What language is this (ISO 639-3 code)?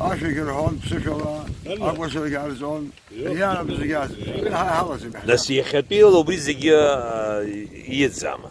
abk